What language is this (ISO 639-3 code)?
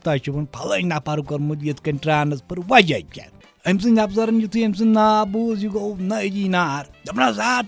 kas